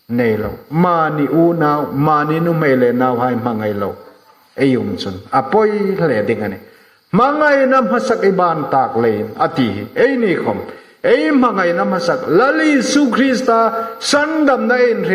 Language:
Hmar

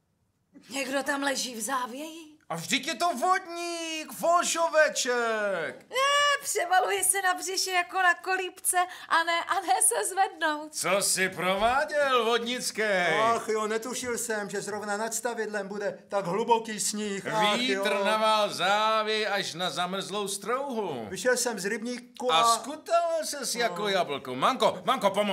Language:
Czech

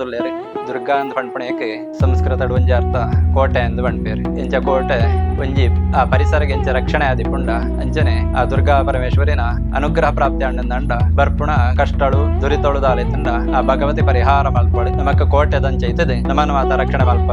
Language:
Tulu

